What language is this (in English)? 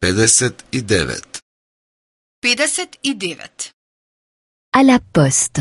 Macedonian